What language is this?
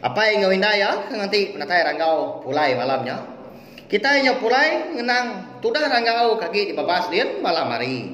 Iban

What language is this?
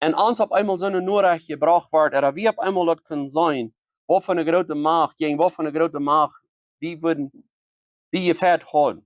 Plautdietsch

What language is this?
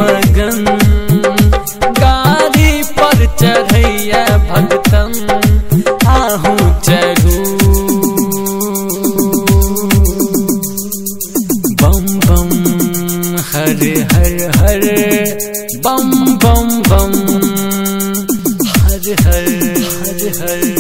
Bhojpuri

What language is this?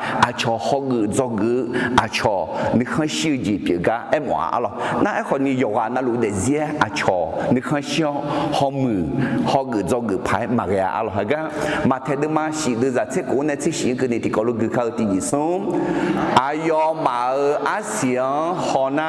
Akha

